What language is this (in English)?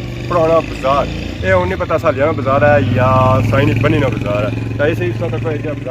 Pahari-Potwari